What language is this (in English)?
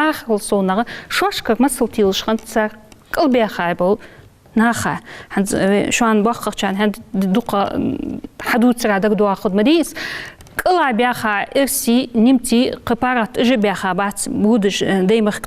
Ingush